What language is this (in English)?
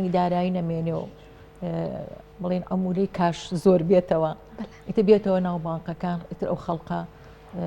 Central Kurdish